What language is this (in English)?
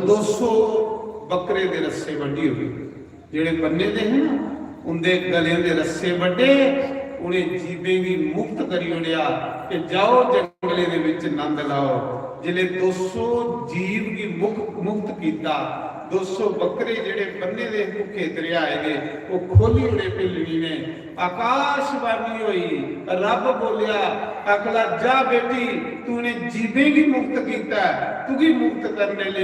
Dogri